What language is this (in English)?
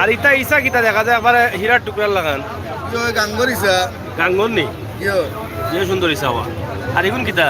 Sylheti